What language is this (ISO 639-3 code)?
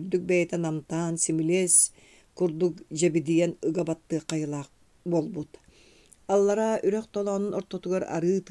sah